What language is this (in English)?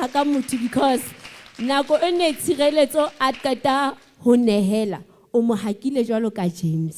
Southern Sotho